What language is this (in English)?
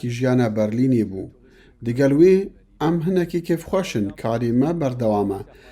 Kurdish